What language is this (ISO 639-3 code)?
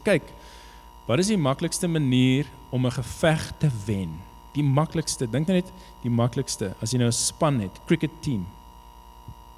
afr